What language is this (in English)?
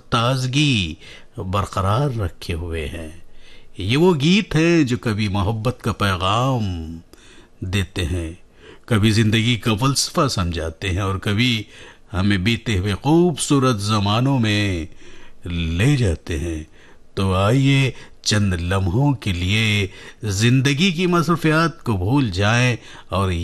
Hindi